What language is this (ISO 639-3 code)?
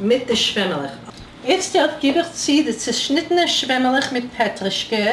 yid